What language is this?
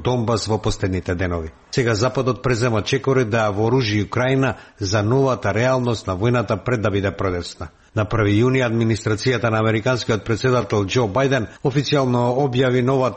Macedonian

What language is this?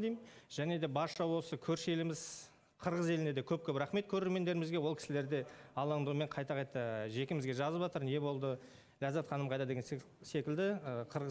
Kazakh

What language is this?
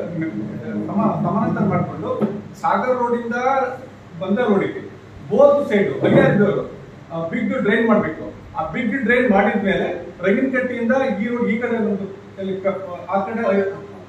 Kannada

